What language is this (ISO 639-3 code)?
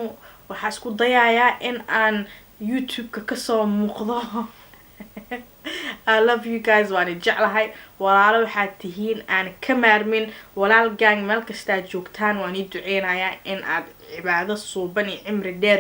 som